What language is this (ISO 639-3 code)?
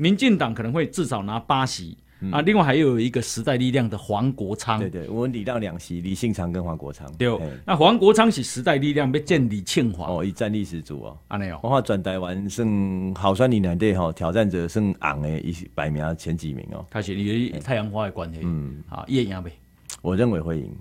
zho